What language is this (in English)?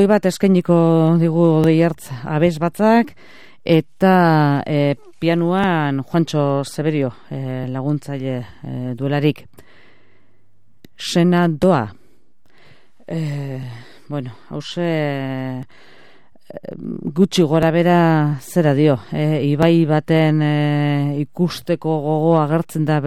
Basque